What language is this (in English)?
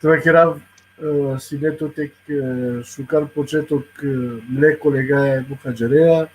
Balkan Romani